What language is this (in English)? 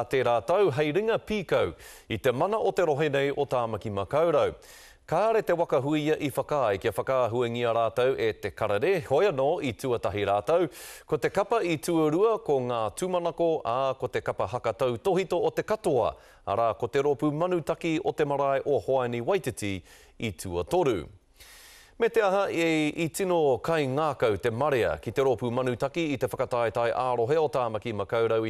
Māori